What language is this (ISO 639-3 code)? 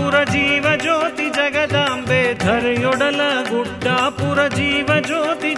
kan